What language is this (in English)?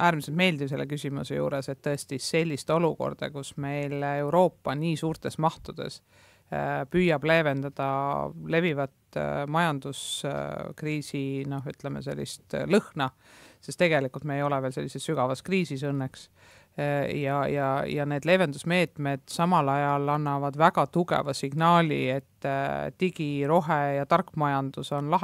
Estonian